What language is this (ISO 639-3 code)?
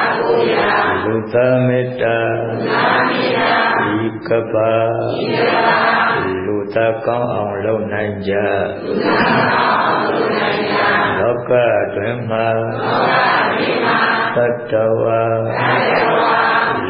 mya